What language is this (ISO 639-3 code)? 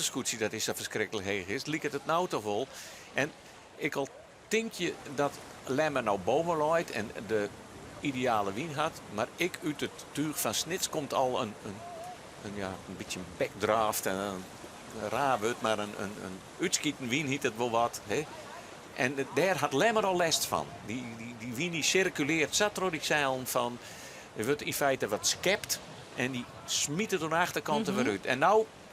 fry